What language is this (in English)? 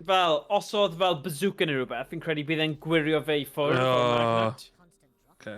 Welsh